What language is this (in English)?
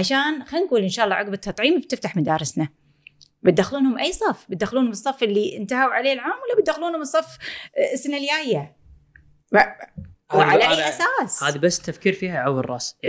Gulf Arabic